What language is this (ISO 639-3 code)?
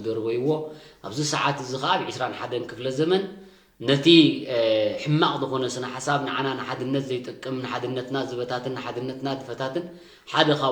tir